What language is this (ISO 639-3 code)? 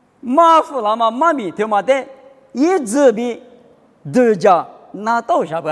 lis